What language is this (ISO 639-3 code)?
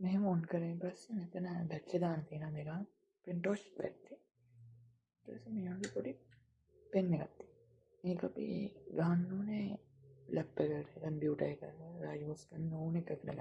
sin